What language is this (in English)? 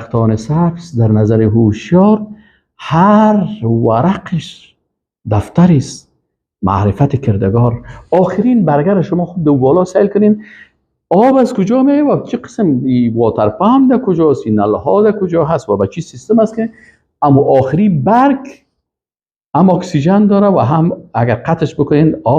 Persian